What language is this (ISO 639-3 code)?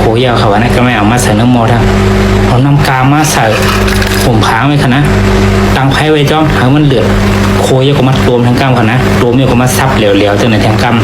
shn